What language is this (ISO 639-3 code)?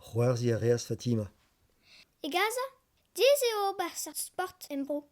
bre